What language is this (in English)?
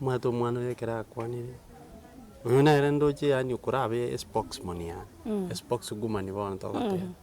Gusii